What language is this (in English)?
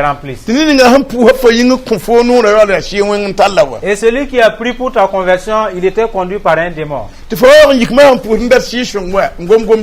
Mossi